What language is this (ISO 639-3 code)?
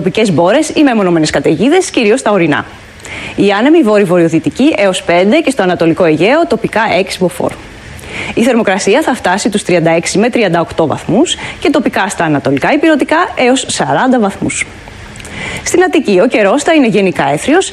ell